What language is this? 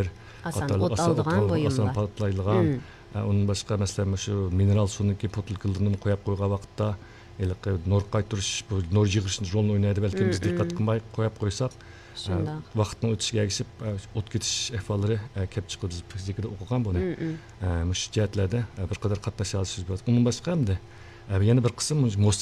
Uyghur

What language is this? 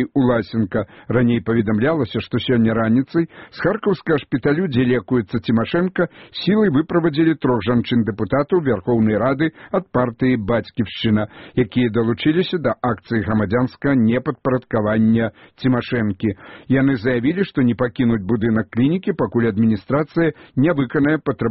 Belarusian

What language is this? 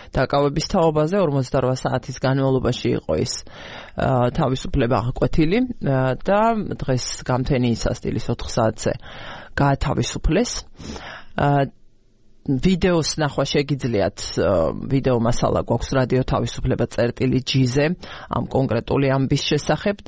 Georgian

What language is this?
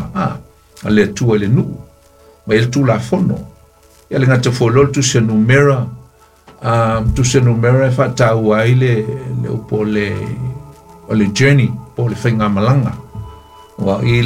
Samoan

